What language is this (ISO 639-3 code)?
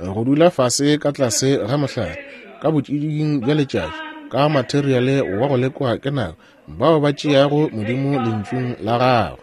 nso